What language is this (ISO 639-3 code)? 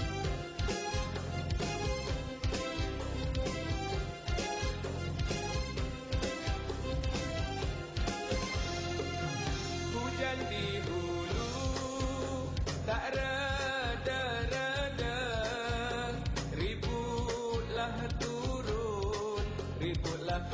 msa